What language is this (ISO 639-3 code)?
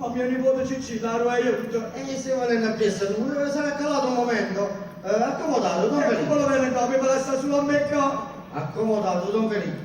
nap